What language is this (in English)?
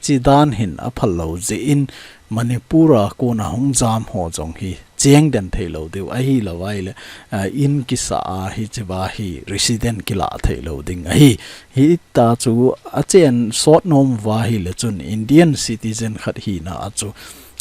Thado Chin